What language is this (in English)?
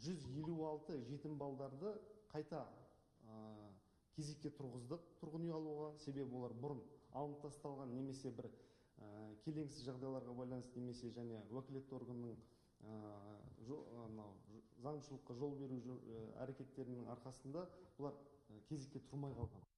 Kazakh